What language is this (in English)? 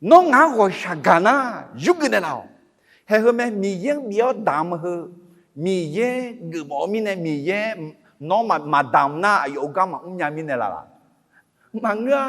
Akha